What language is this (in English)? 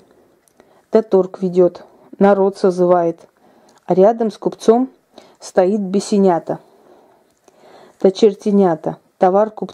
Russian